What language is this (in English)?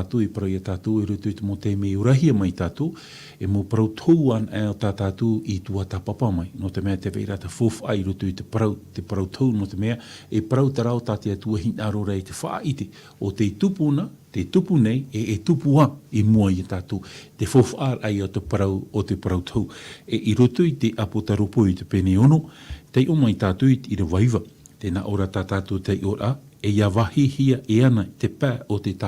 Tahitian